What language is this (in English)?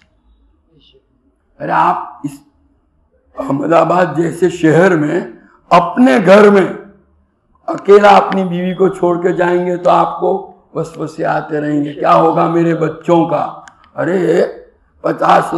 Urdu